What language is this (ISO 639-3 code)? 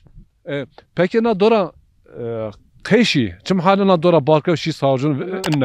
zza